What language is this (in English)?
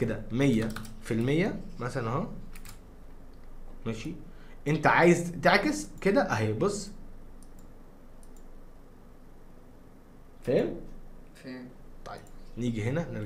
Egyptian Arabic